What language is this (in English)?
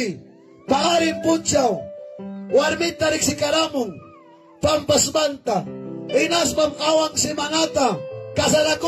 Ayacucho Quechua